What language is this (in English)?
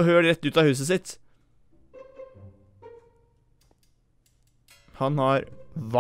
Norwegian